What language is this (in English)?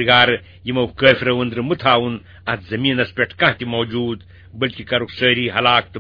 Kashmiri